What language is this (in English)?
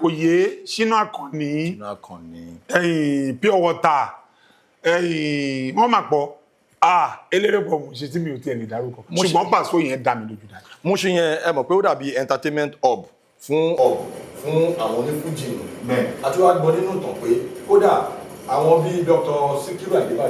Yoruba